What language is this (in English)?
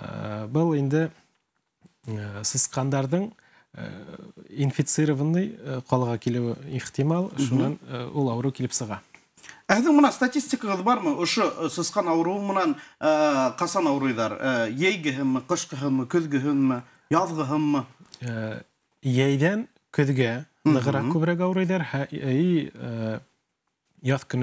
Bashkir